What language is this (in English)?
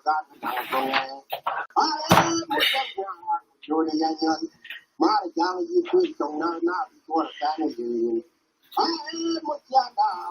Nuer